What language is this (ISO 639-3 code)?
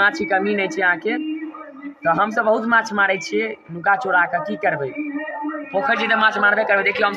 mai